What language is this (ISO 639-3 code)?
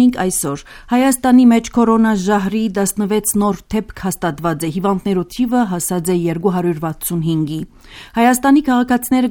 hye